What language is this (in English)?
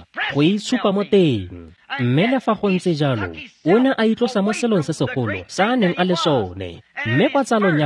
Tswana